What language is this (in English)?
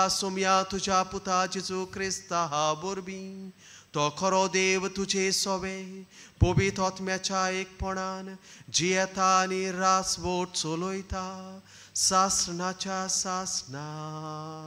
Konkani